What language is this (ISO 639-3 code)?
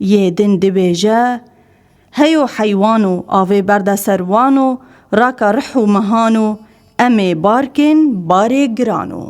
kur